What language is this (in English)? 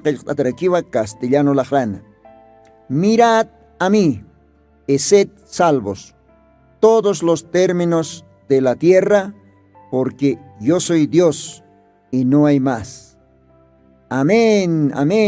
Aymara